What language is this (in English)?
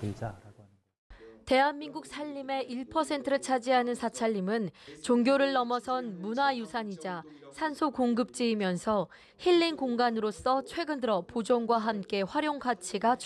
Korean